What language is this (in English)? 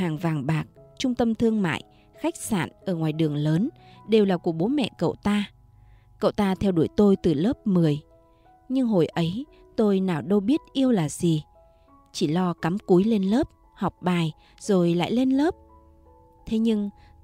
Vietnamese